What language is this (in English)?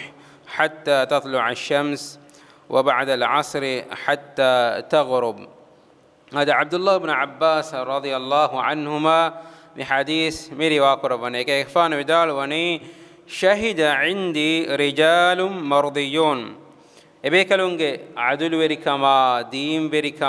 Divehi